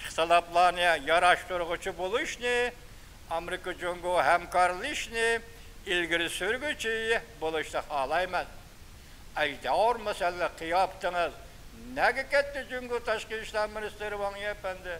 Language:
Uyghur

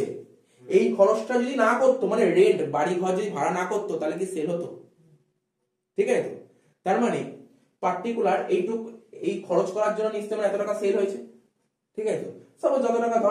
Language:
Bangla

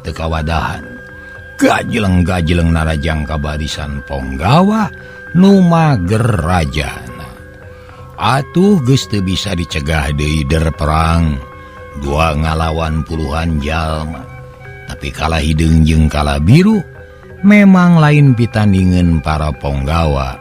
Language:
Sundanese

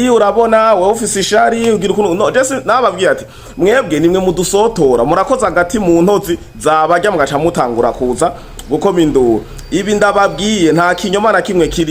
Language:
Rundi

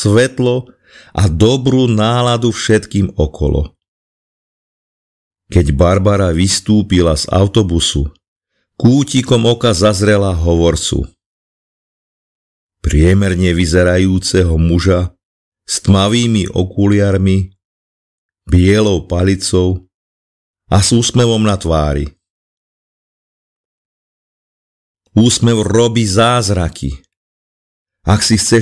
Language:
Slovak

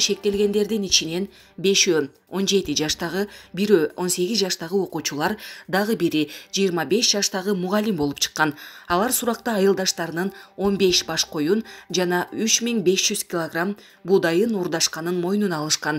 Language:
Kyrgyz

